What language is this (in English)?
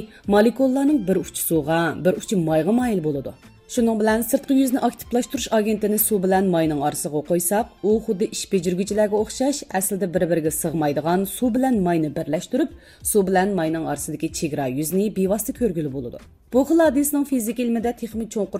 Uyghur